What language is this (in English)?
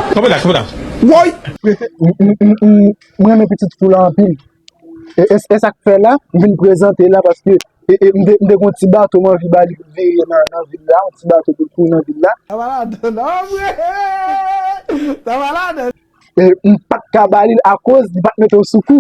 Haitian Creole